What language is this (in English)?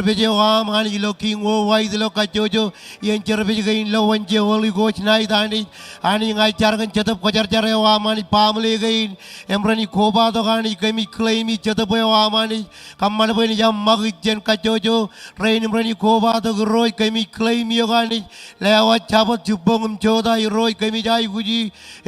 Marshallese